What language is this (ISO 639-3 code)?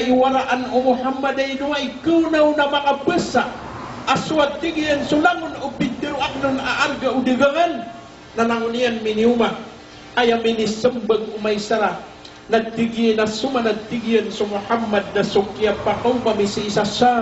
mrw